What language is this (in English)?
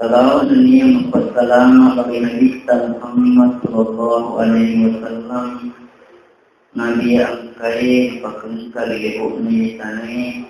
Buginese